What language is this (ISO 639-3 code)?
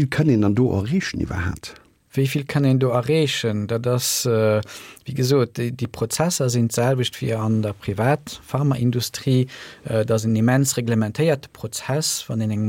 ltz